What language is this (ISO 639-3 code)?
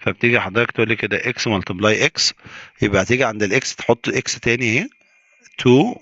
arz